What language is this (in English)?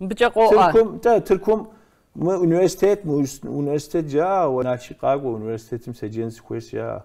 Kabardian